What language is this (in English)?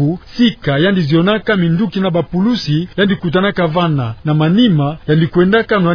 Kituba (Democratic Republic of Congo)